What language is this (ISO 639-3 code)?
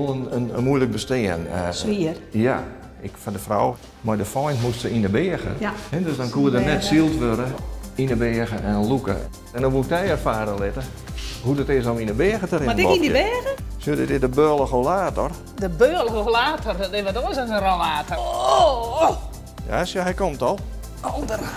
fry